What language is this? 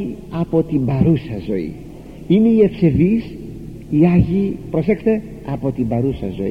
Greek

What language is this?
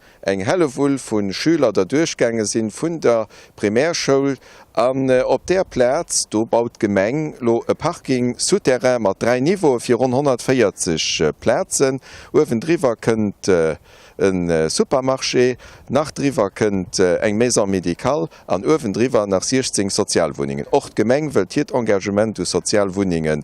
Luxembourgish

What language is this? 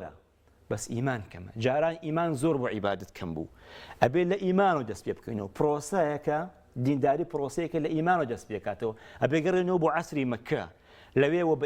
Central Kurdish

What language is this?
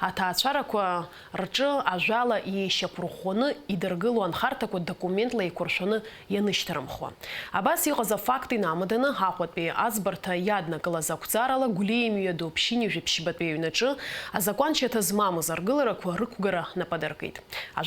Abkhazian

